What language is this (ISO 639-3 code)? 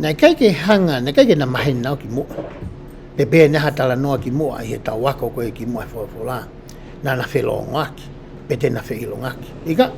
ton